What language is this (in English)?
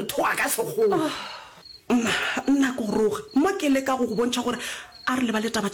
Northern Sotho